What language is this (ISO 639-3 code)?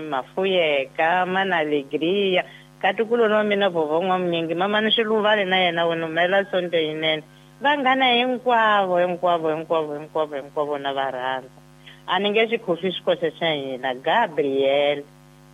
tso